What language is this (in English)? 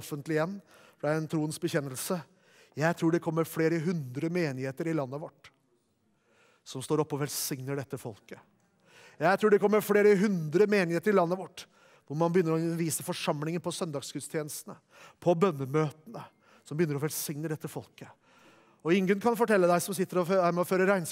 Norwegian